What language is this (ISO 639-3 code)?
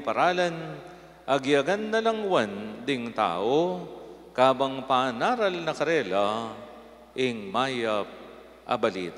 pam